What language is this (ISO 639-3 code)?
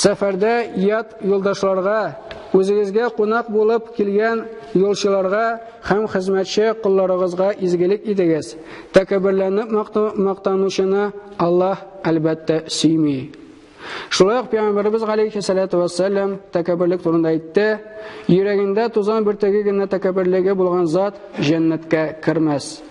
tat